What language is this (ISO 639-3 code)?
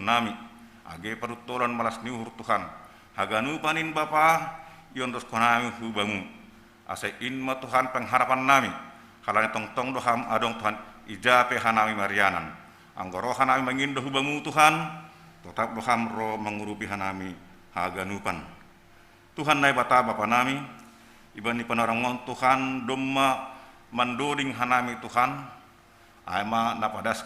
bts